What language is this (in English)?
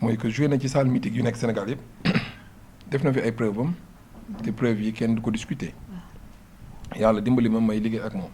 Wolof